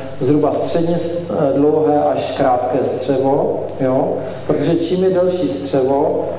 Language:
Czech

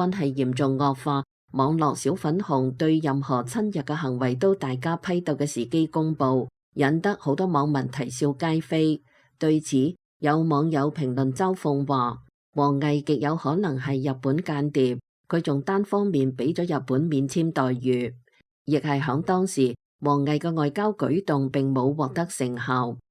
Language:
Cantonese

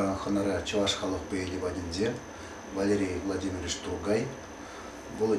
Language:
Chuvash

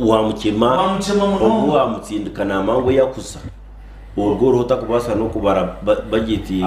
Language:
Nyankole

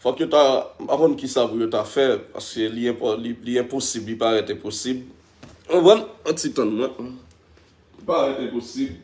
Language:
Haitian Creole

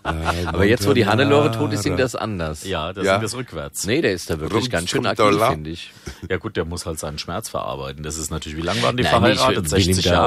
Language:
German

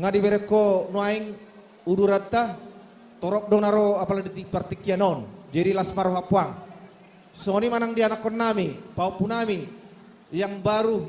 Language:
Batak Toba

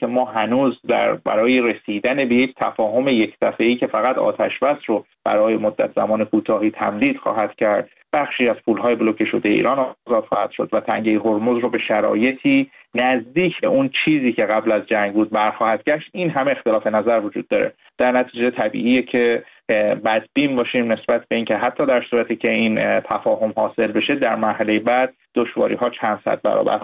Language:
Persian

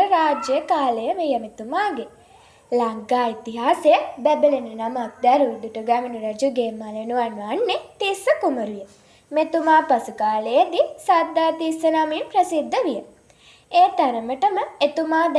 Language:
Sinhala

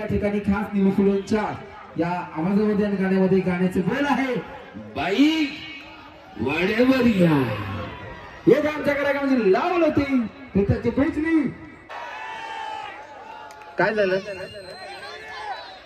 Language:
Marathi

